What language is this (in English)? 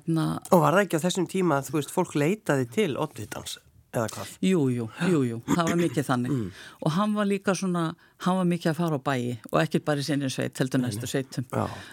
Icelandic